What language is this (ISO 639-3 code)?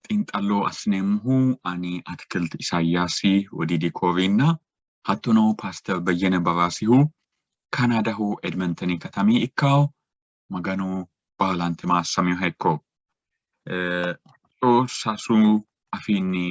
sid